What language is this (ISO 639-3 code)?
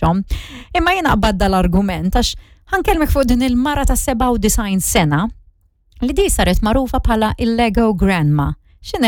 mlt